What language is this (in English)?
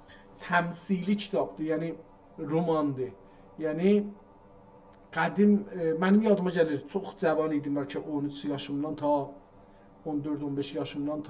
South Azerbaijani